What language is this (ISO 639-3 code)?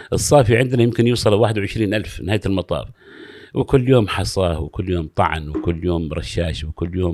afb